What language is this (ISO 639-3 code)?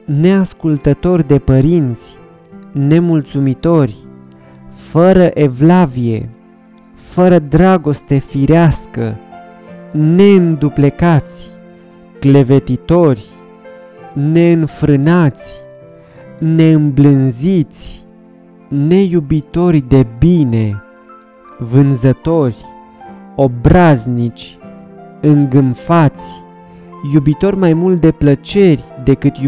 ron